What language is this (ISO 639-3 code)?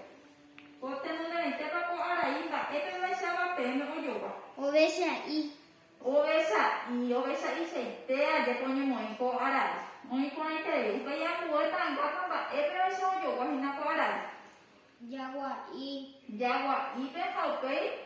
grn